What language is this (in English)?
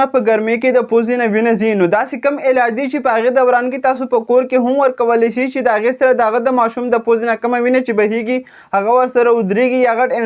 Pashto